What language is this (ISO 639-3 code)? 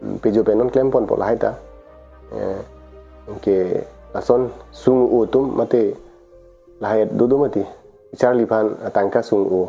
mjw